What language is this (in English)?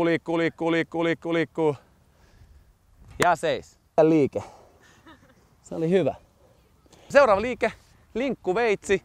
Finnish